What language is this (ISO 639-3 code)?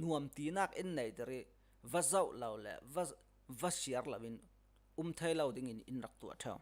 cfm